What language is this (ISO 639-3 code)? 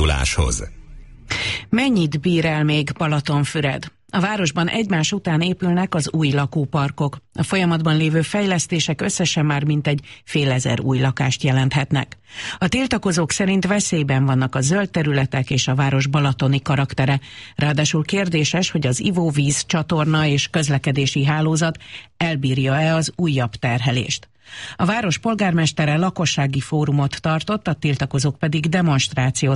hun